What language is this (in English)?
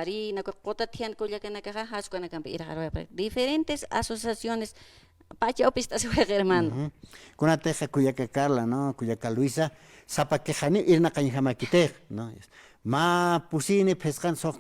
Aymara